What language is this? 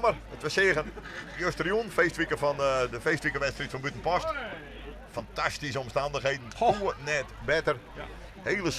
Western Frisian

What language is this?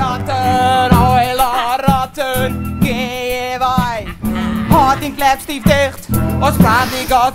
Western Frisian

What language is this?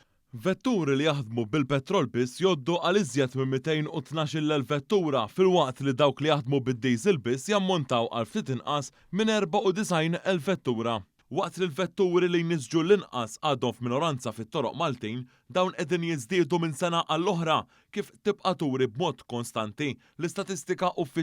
Maltese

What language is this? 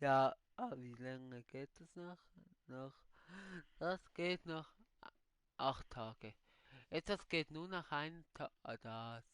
Swiss German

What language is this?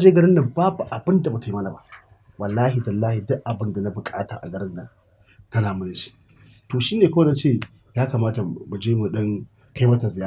Hausa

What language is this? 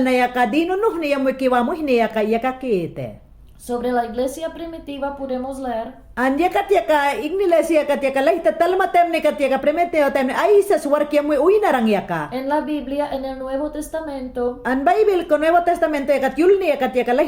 Mayangna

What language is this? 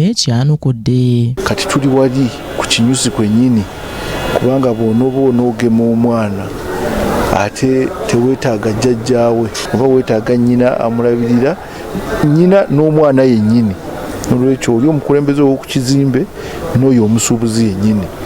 Ganda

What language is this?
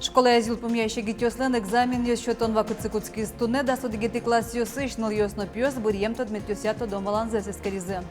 Udmurt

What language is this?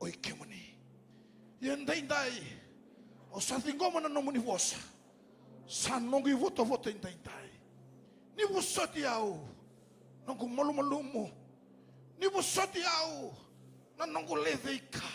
Fijian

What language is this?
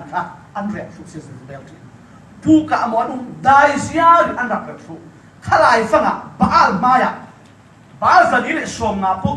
Falam Chin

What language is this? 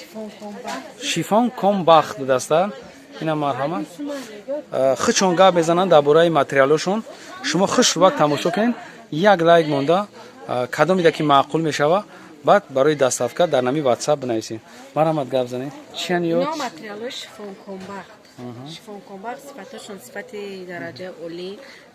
Tajik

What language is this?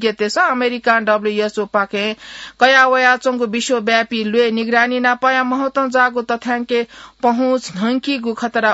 Newari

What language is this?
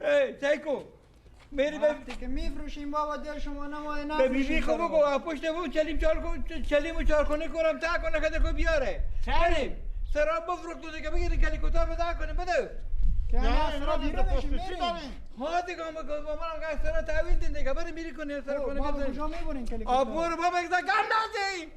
Persian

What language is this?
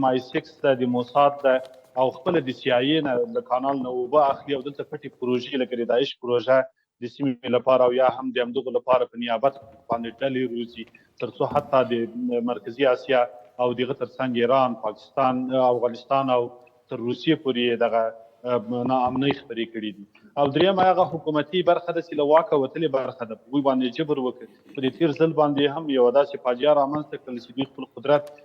Pashto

